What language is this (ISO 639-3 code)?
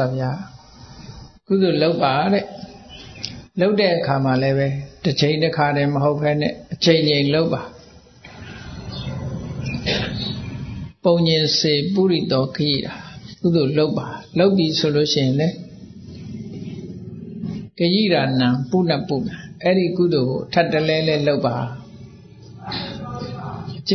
mya